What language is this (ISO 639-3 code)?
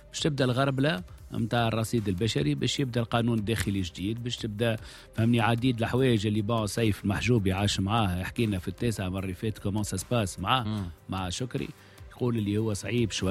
aeb